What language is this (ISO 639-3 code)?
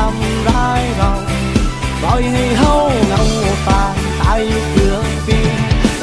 tha